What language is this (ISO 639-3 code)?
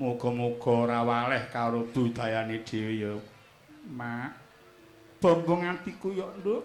jav